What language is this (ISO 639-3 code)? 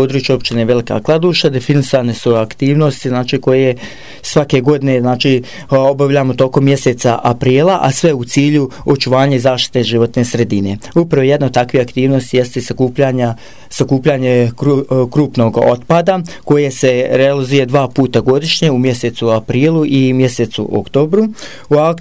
bos